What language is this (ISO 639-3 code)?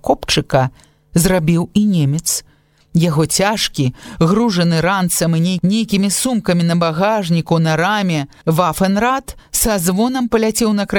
bel